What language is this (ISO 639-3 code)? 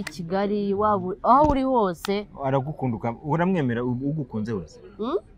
kin